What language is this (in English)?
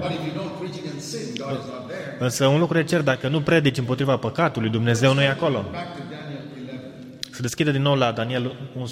Romanian